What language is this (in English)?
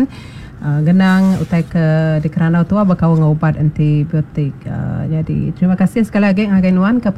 Iban